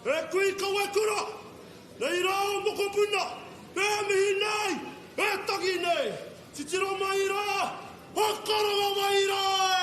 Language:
Māori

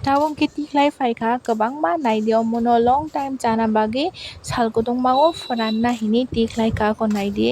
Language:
Kok Borok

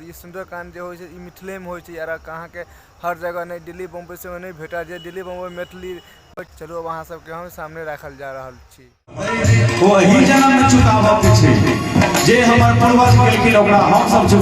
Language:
Maithili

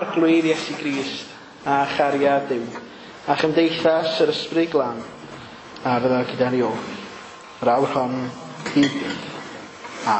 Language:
Welsh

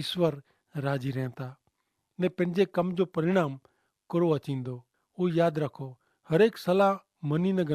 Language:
Kachhi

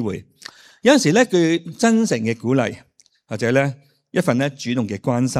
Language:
Cantonese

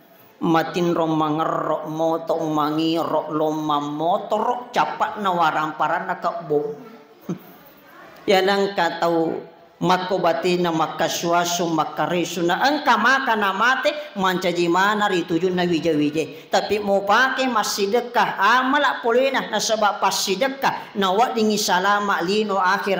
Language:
Buginese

